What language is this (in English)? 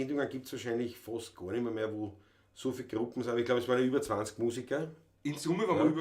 Bavarian